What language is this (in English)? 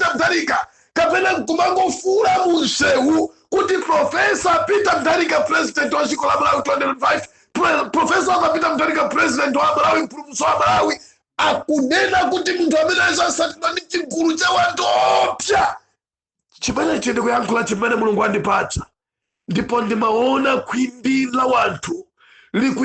Nyanja